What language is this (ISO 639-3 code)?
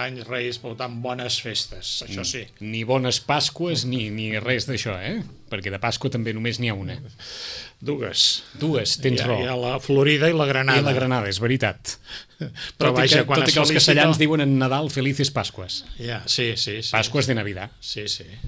cat